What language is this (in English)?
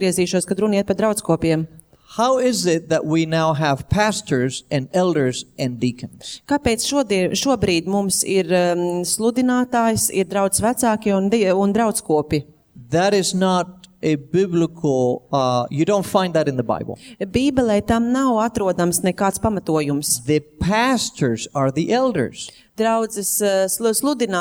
Latvian